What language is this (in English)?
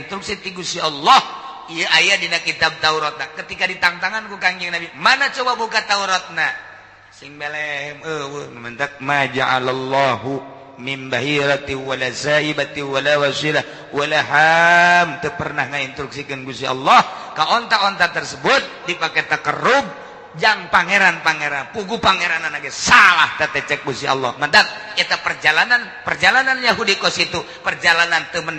Sundanese